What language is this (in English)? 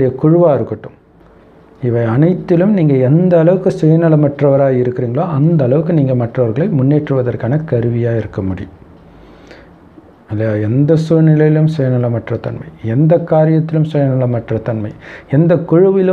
Tamil